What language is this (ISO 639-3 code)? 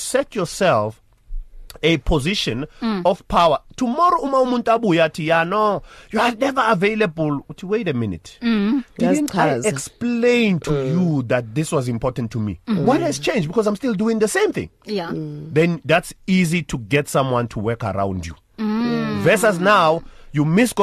eng